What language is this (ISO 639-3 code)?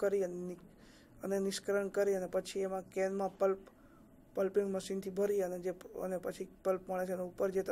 guj